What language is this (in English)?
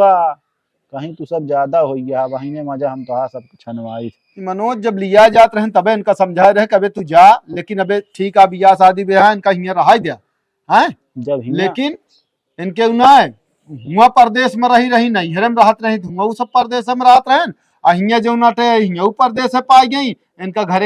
Awadhi